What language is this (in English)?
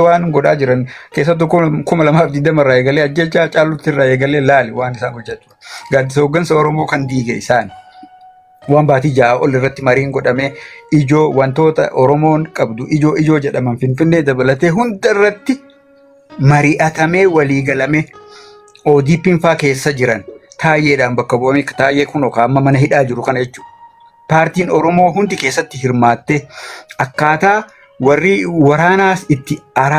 Oromo